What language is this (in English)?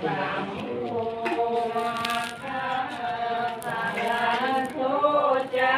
Pali